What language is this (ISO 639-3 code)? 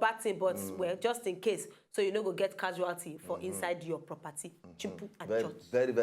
pcm